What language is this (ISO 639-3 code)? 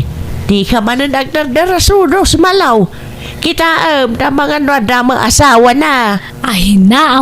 ilo